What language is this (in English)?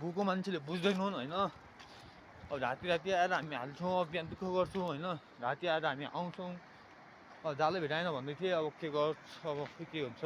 Nepali